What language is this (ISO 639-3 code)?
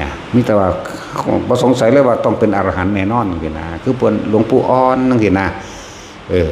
tts